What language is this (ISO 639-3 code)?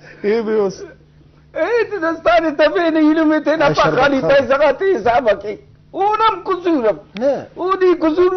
brh